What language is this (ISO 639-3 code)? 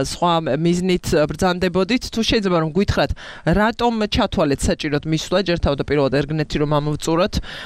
kat